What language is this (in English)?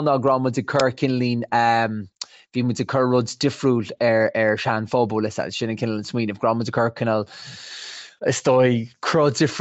Irish